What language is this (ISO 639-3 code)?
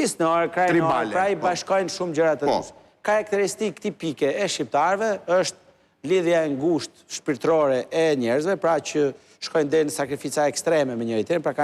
sqi